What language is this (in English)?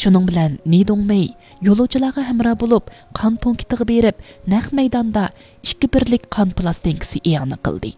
Uyghur